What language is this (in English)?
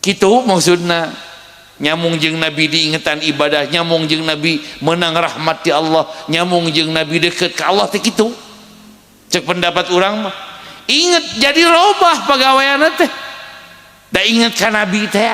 Sundanese